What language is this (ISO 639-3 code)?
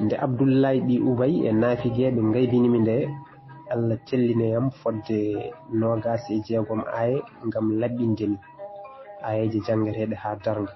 ful